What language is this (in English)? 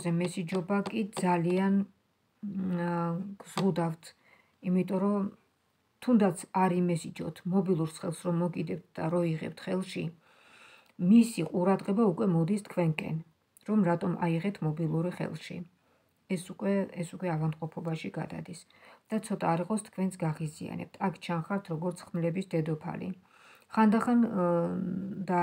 Georgian